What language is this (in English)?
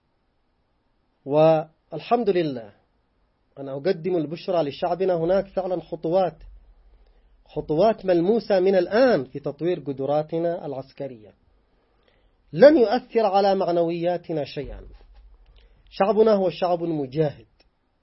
Arabic